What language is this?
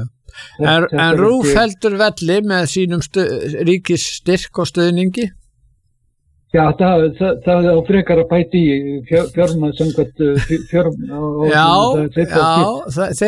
Icelandic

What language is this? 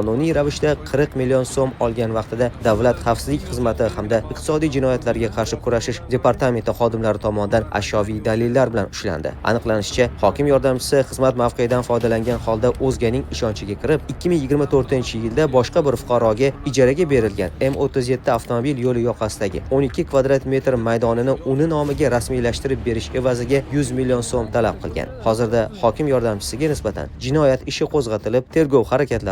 Uzbek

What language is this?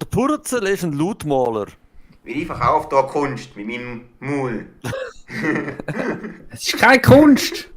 Swiss German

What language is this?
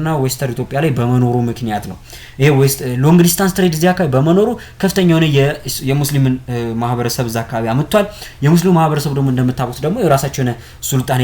Amharic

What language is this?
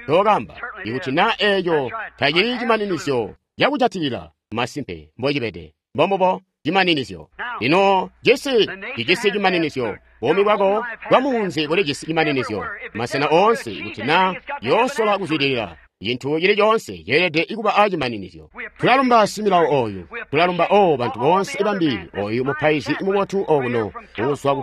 Tonga (Zambia)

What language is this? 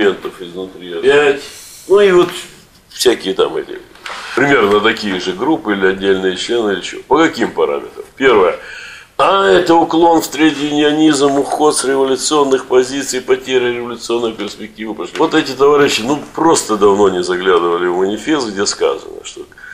Russian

